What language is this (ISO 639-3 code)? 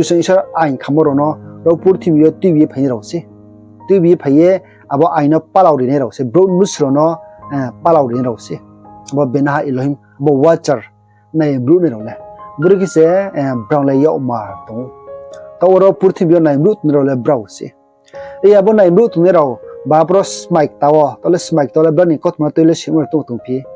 ria